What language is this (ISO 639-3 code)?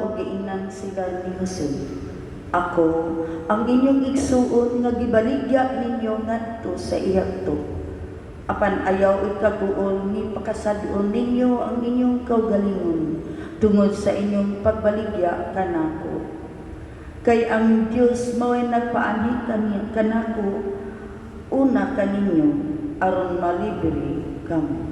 ceb